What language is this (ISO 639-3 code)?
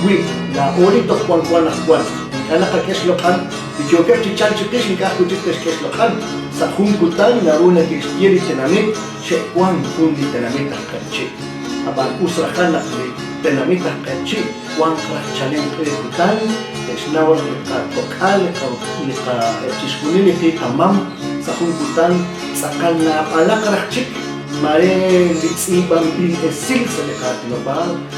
kek